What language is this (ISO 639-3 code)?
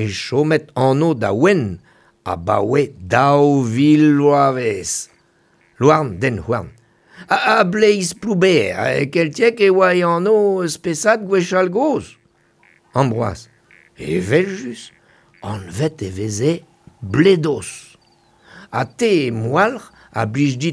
bre